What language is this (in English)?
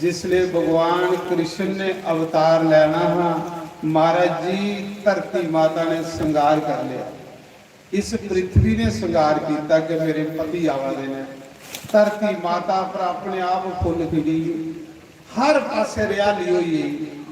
Dogri